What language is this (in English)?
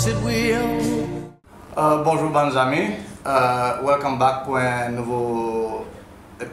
Seselwa Creole French